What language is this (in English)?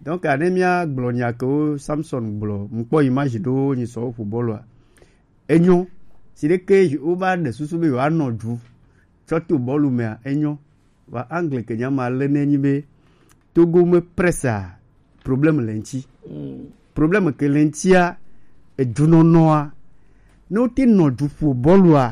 Gen